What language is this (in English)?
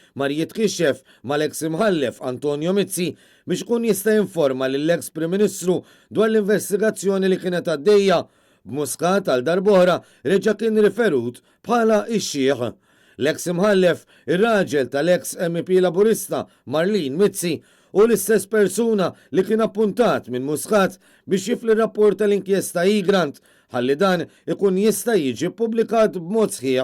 Maltese